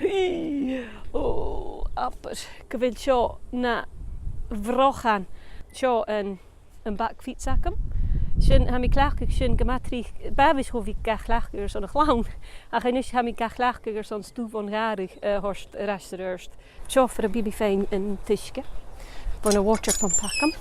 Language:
Scottish Gaelic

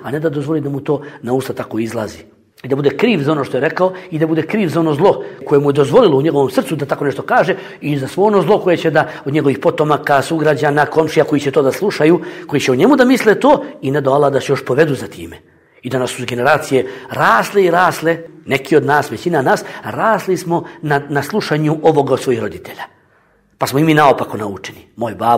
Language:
Bosnian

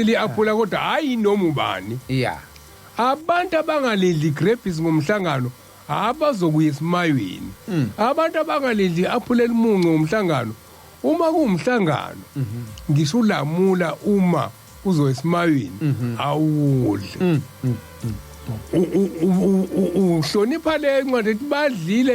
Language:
Zulu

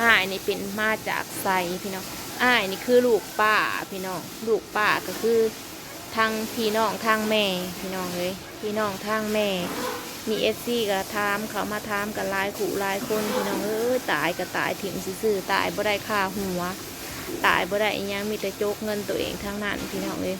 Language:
Northeastern Thai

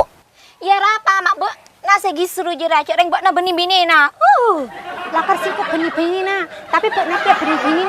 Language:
Madurese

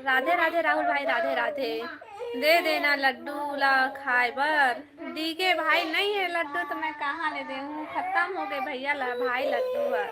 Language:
Chhattisgarhi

